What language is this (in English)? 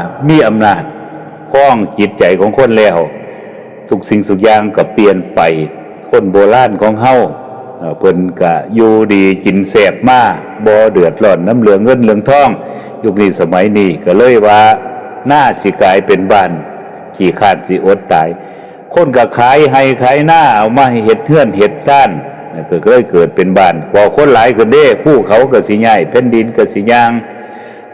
Northeastern Thai